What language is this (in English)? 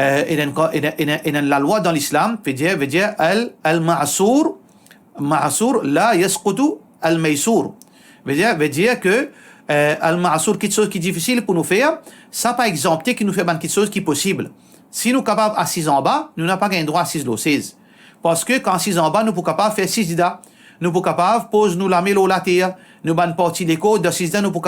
Morisyen